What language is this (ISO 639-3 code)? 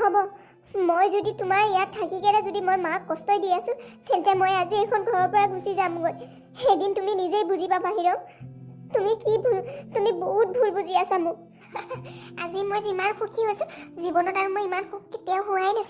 asm